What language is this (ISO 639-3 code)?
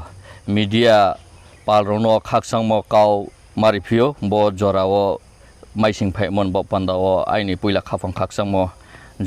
ria